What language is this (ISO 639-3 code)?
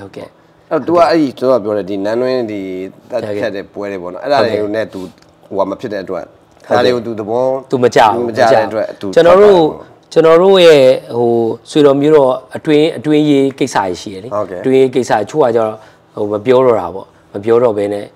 mya